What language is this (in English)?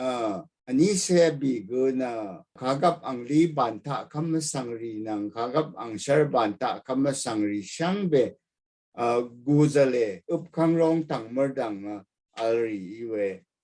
Rawang